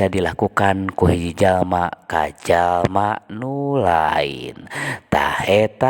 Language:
Sundanese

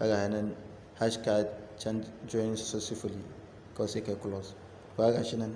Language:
Hausa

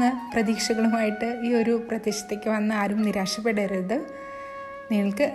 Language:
Malayalam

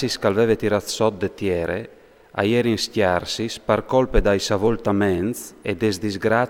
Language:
Friulian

